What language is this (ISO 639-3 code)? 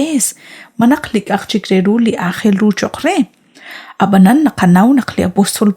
kek